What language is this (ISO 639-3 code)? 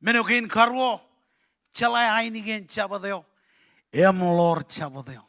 mah